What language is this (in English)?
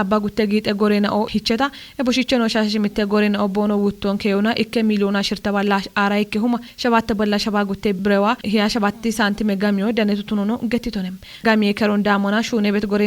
Kafa